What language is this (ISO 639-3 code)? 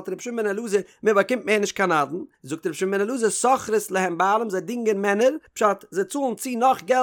yid